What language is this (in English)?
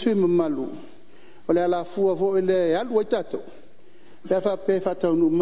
Samoan